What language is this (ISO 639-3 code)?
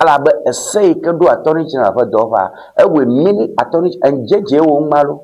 ewe